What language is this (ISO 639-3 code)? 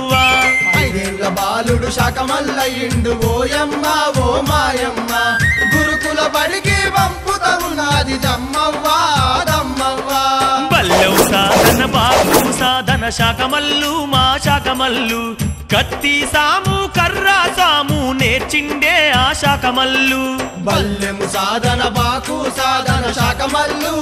tel